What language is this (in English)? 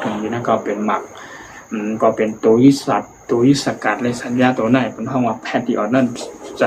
Shan